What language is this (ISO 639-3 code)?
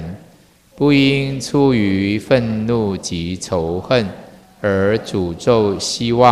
zho